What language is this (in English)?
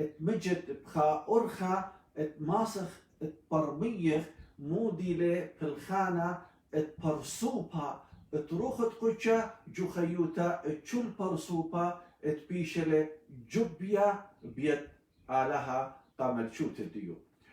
Assyrian Neo-Aramaic